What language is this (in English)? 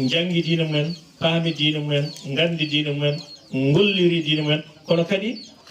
Fula